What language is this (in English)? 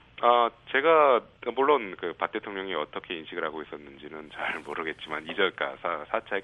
Korean